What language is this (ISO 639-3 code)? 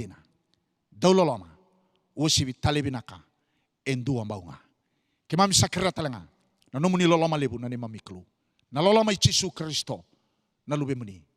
fij